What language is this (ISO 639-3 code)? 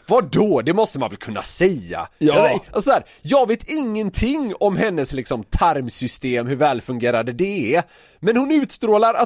swe